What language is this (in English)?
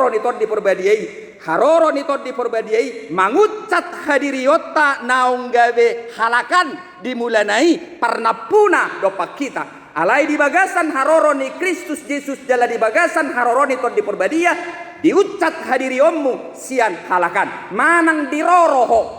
Batak Toba